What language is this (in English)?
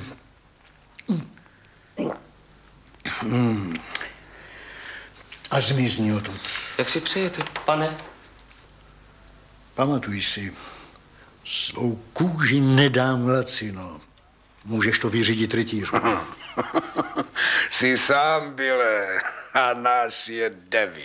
Czech